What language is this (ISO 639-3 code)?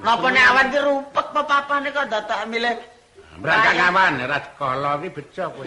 jav